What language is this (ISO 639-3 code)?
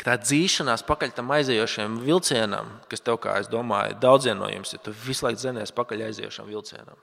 lav